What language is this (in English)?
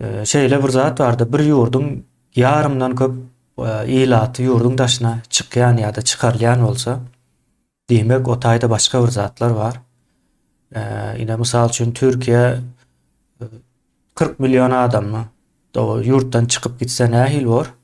Turkmen